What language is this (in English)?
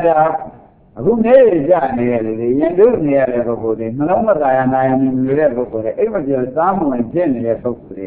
Burmese